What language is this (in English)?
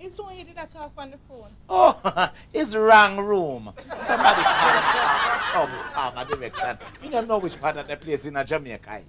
Jamaican Creole English